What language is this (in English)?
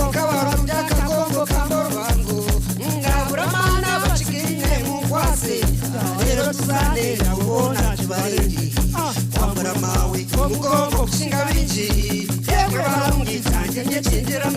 Nyankole